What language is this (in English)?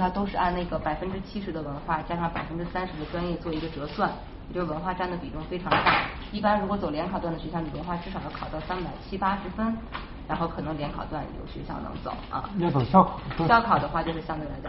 Chinese